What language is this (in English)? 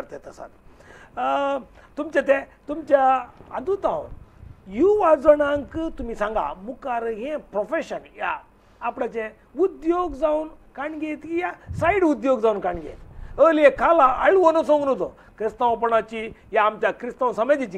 Konkani